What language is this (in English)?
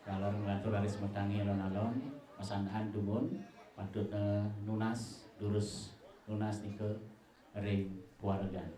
Balinese